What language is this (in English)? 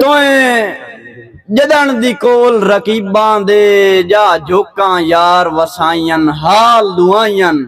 Saraiki